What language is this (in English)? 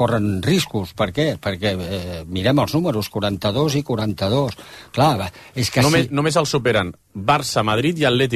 Catalan